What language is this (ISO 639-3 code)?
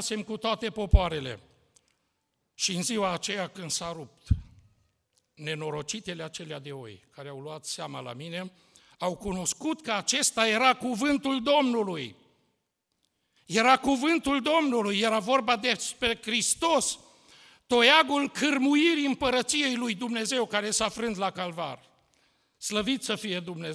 ron